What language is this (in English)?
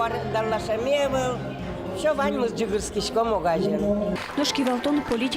Udmurt